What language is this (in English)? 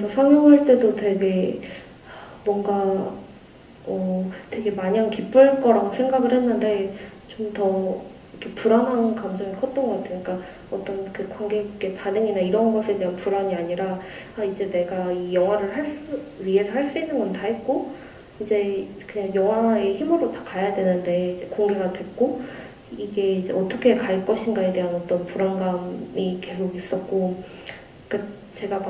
Korean